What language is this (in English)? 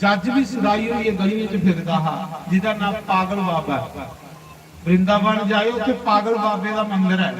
Dogri